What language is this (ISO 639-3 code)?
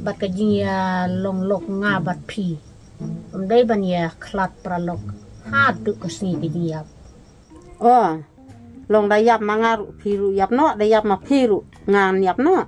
kha